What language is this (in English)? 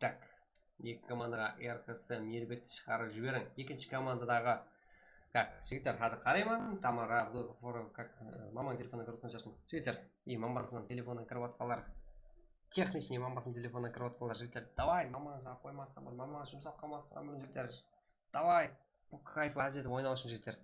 Kara-Kalpak